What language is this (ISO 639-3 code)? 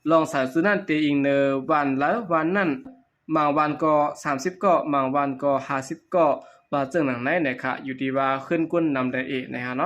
shn